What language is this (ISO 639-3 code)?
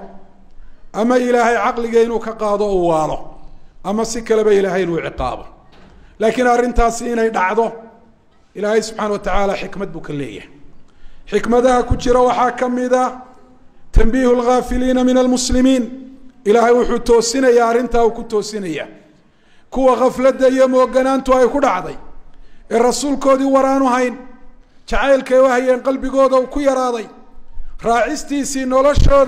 som